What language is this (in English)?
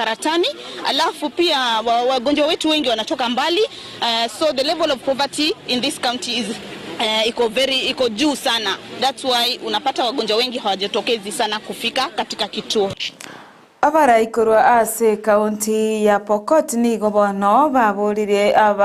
Gusii